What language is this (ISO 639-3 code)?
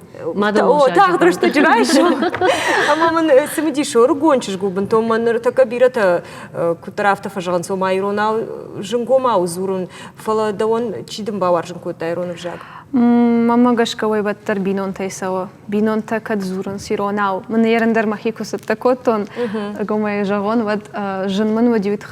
oss